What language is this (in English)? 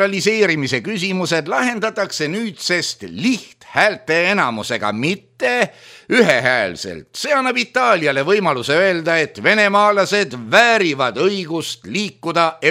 Estonian